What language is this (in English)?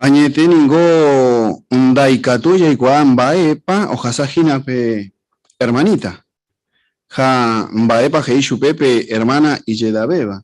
Guarani